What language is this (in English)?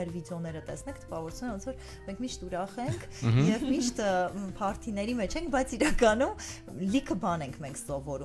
Armenian